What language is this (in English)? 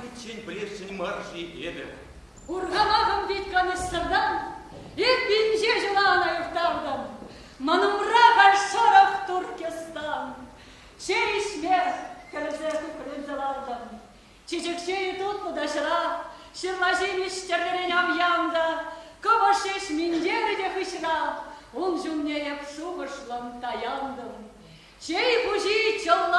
Chuvash